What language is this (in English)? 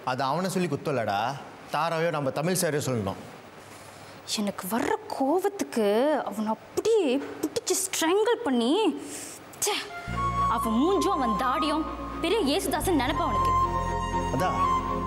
Tamil